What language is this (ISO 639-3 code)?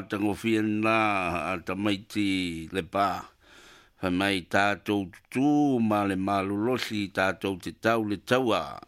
smo